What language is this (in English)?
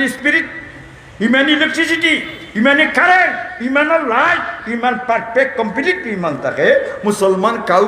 Sylheti